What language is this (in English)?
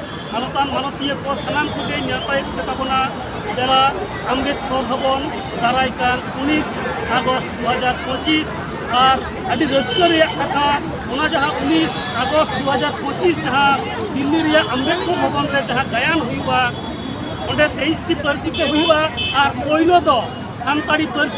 Santali